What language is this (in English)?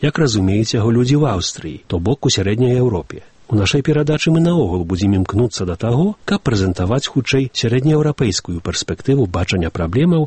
Belarusian